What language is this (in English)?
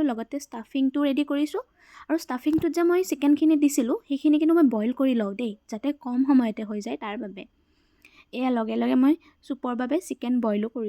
Assamese